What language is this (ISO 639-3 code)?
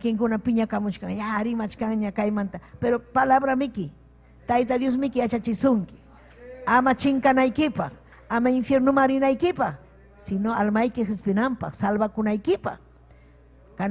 quy